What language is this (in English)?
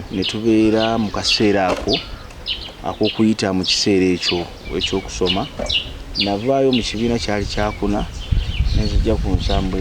Ganda